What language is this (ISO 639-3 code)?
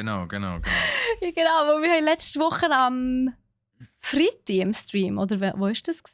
gsw